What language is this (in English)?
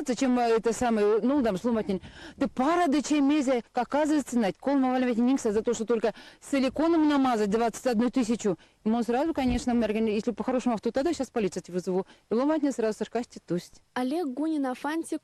Erzya